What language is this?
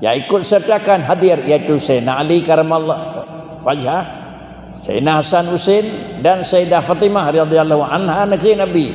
Achinese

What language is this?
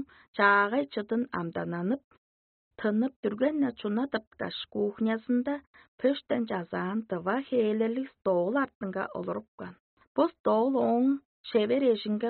Tuvinian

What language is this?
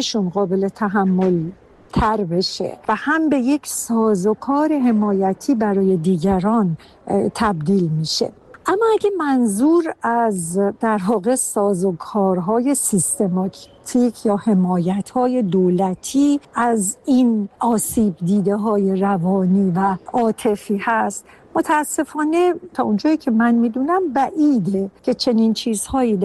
Persian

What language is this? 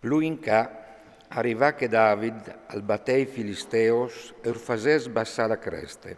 Friulian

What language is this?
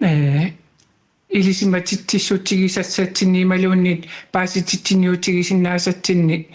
Kalaallisut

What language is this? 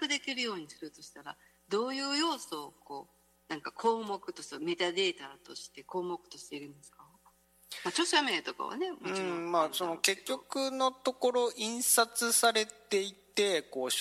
Japanese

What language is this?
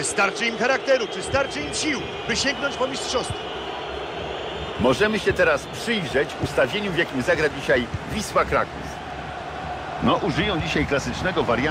Polish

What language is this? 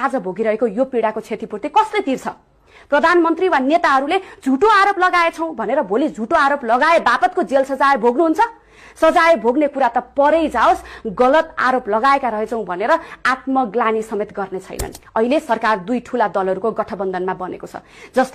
Nepali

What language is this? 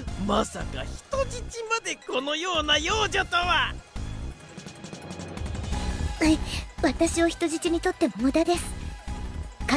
Japanese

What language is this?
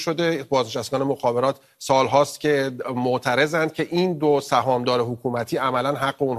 Persian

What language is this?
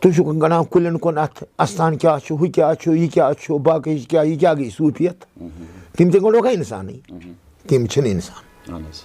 Kashmiri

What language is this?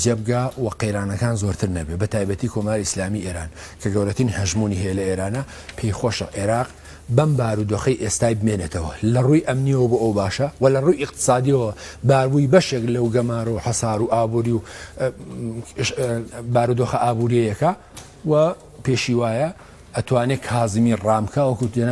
Central Kurdish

